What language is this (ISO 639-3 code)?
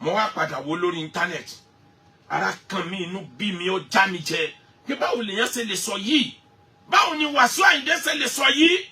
yor